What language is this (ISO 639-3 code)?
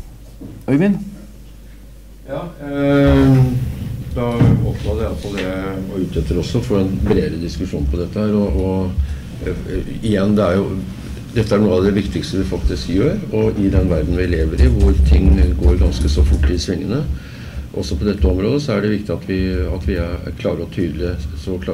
nor